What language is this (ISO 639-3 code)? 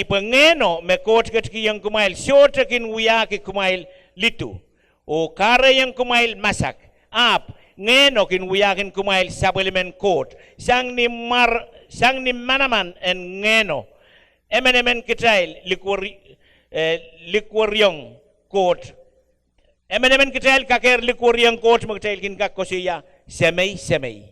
pon